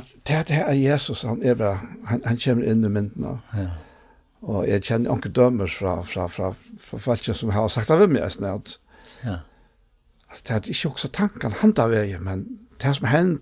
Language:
Faroese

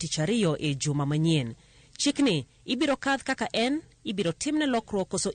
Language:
Luo (Kenya and Tanzania)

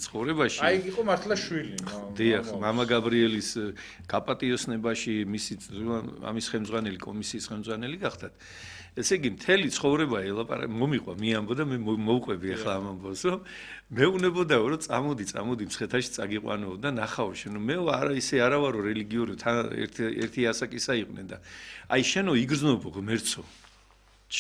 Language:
Georgian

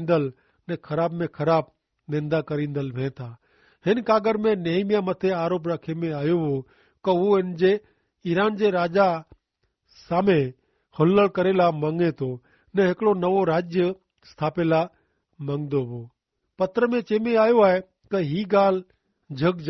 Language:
Kachhi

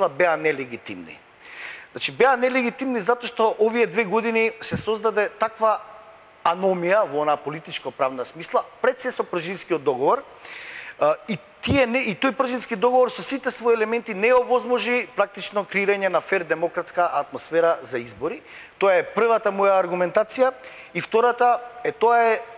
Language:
Macedonian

